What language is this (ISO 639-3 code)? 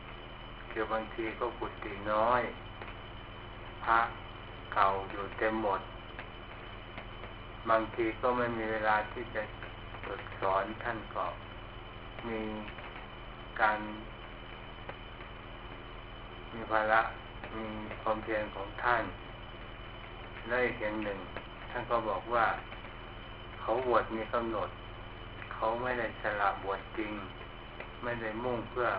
tha